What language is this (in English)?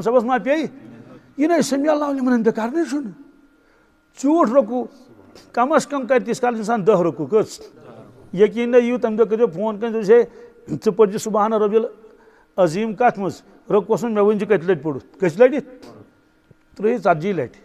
Kashmiri